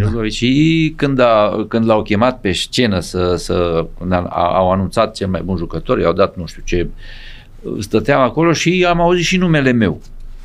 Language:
Romanian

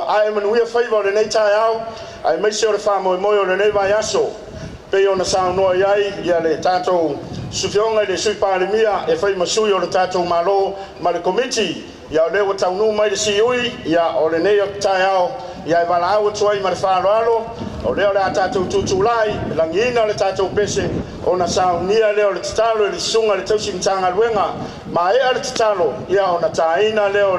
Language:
Samoan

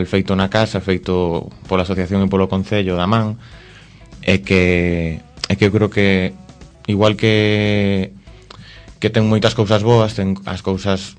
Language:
Galician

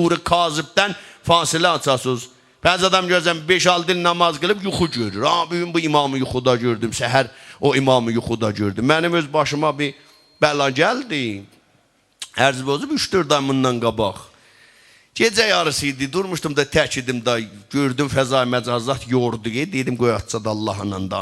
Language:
South Azerbaijani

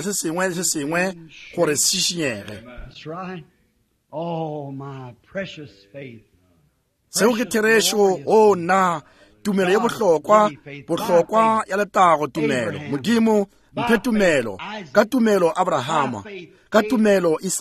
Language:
Northern Sotho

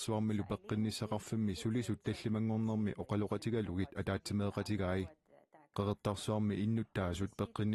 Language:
Kalaallisut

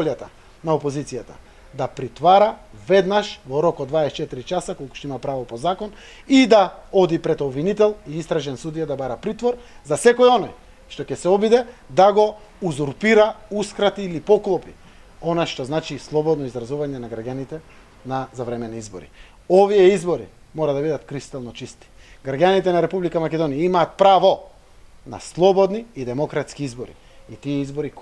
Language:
Macedonian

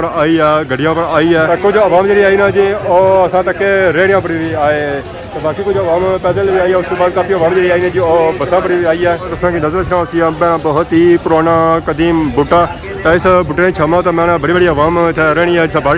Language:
Pahari-Potwari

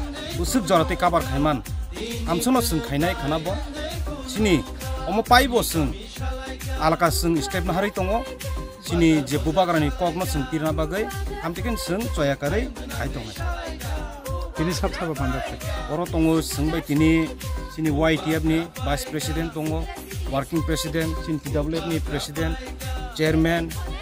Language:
Kok Borok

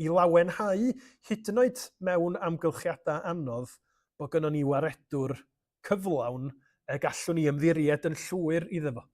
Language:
Welsh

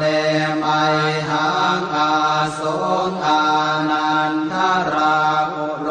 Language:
Pali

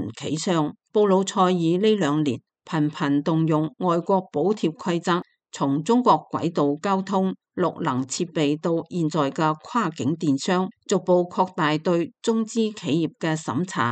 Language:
Cantonese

